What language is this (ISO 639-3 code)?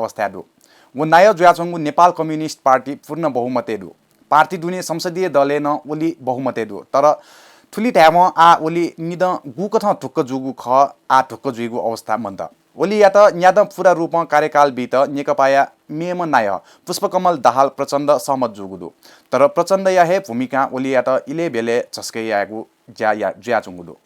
new